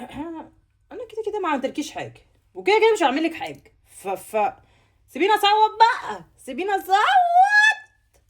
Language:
Egyptian Arabic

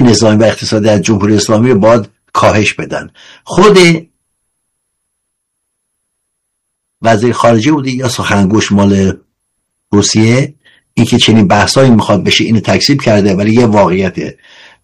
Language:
Persian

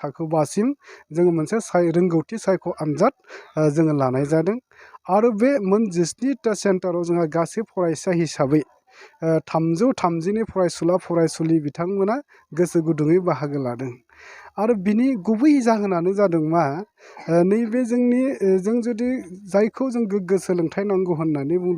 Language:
Bodo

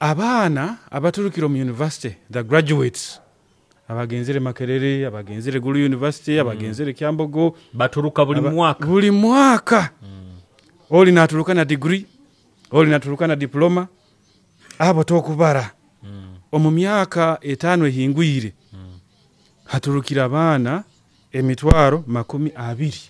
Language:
Nyoro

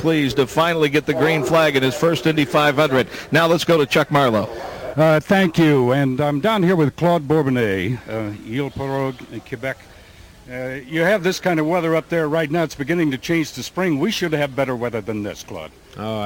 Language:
English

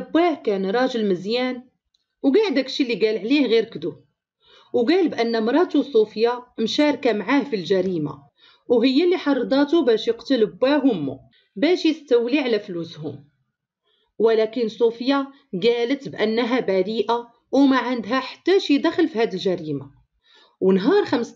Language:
Moroccan Arabic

